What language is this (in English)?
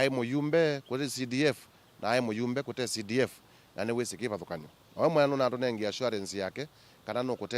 Kamba